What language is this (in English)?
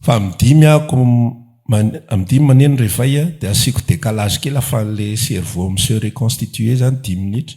Malagasy